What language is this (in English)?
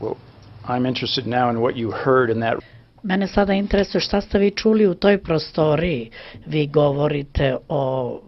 Serbian